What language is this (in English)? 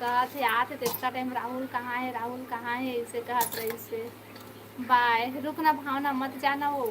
Chhattisgarhi